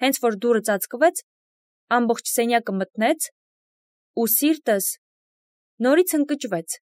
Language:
Armenian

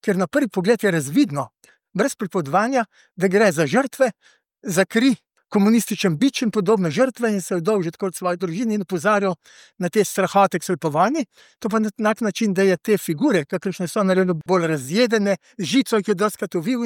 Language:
Slovenian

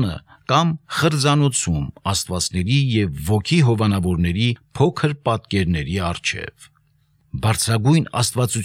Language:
Armenian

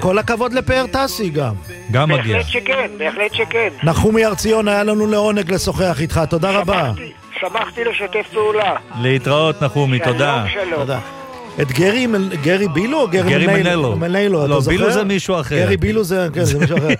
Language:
Hebrew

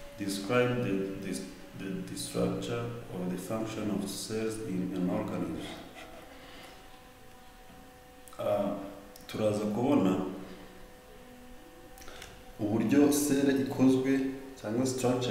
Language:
Kinyarwanda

